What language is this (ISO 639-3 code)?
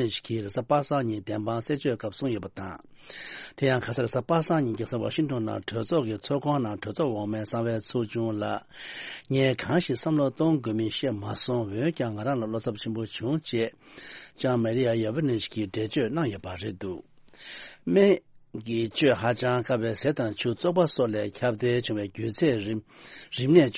bod